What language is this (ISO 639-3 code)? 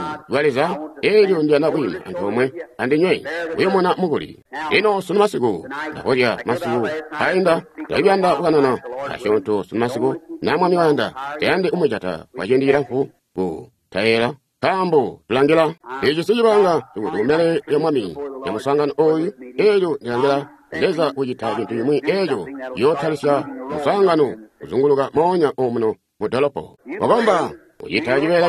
toi